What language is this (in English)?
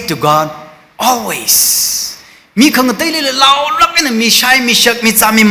Tangkhul Naga (India)